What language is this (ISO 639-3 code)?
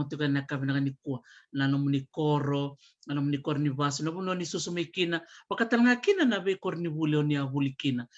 fij